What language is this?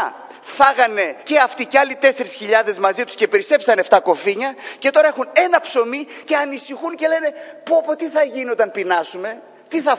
Greek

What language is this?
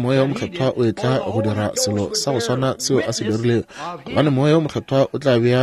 Northern Sotho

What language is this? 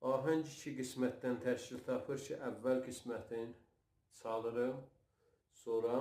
South Azerbaijani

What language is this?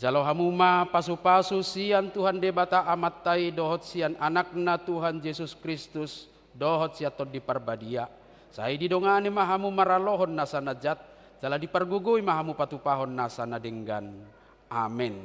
Batak Toba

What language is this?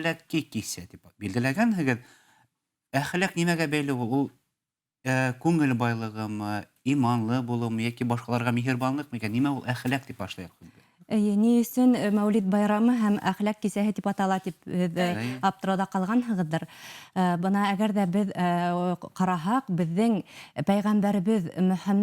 Bashkir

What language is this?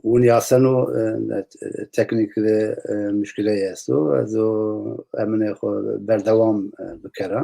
Zaza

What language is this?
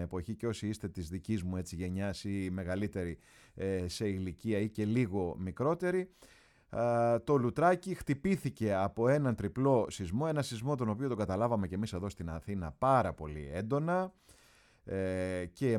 Greek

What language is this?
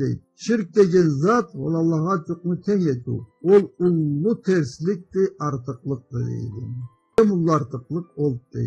Karachay-Balkar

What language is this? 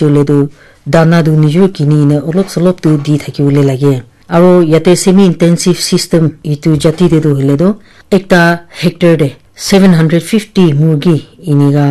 Naga Pidgin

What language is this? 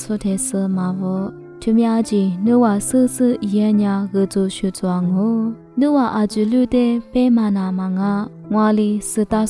Lisu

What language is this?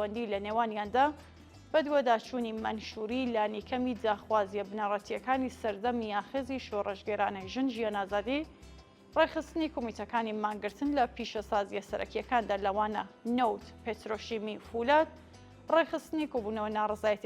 Central Kurdish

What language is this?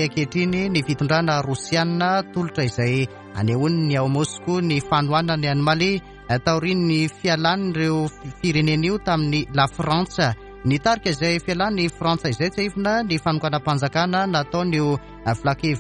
Malagasy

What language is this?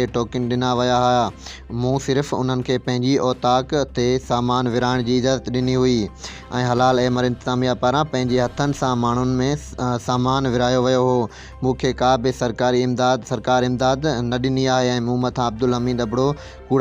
Sindhi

